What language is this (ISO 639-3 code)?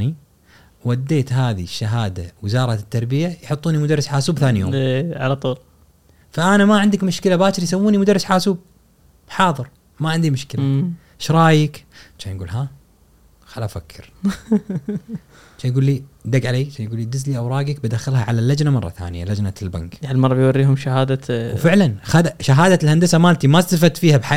afb